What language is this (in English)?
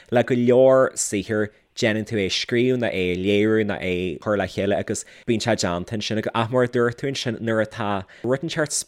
Irish